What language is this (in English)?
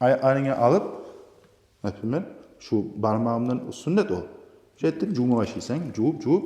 Kumyk